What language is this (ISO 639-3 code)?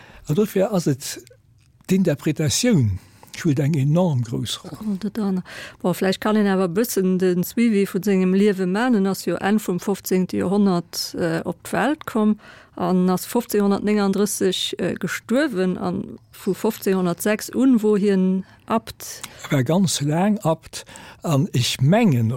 ltz